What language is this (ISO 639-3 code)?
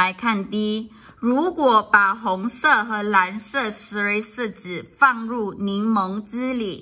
zho